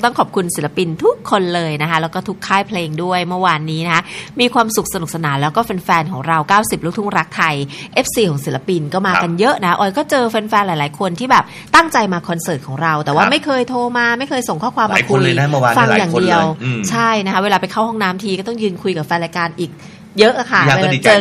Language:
Thai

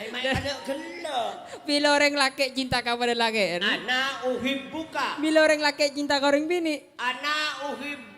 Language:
Madurese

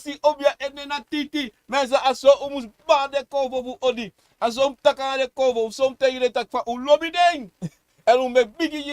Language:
Sranan Tongo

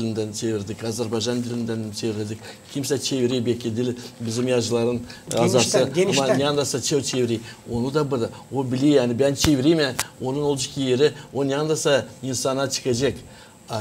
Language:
Gagauz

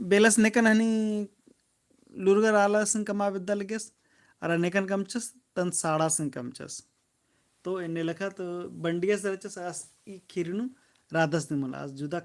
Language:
Kurukh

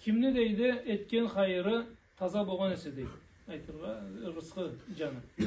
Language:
Karachay-Balkar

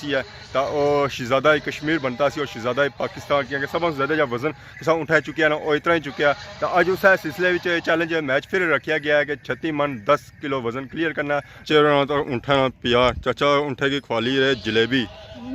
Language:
Pahari-Potwari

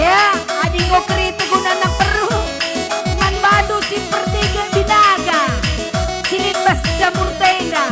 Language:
Batak Karo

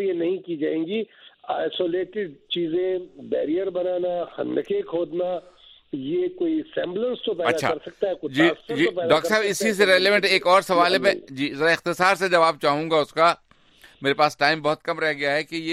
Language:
Urdu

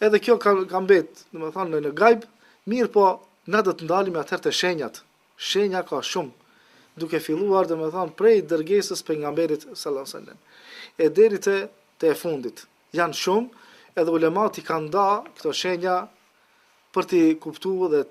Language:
Albanian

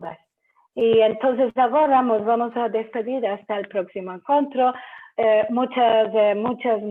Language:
Ladino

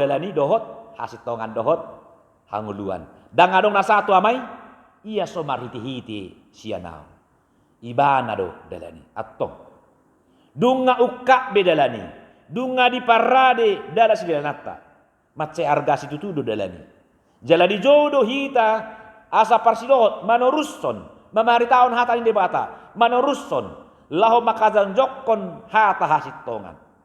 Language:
Batak Toba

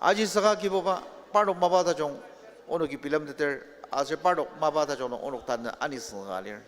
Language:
Ao Naga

